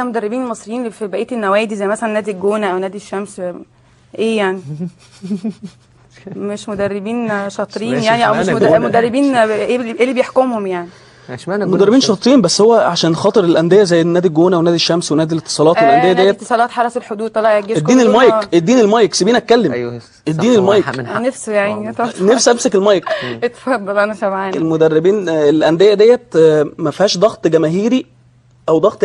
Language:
Egyptian Arabic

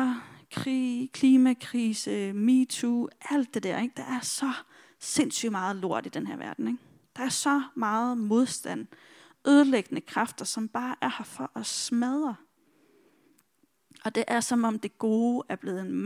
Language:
Danish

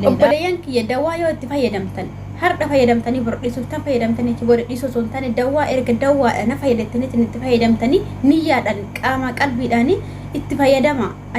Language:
Oromo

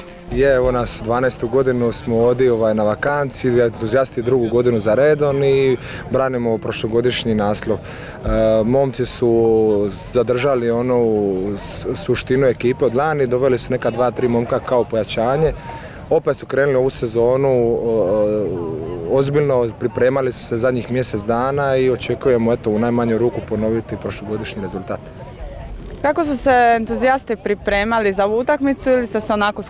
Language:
Croatian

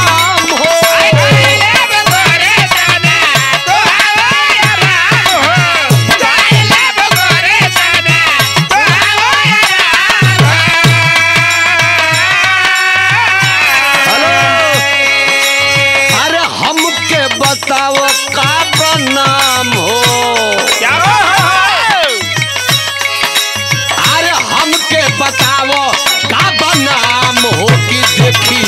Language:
Bhojpuri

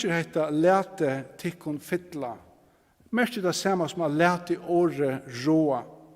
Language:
Faroese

